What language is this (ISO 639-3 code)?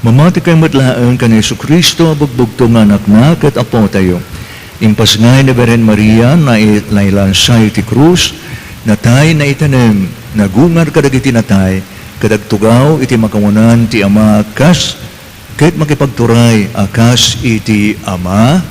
ilo